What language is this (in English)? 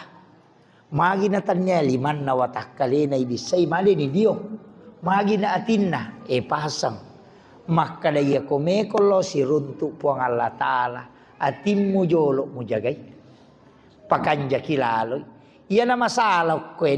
Buginese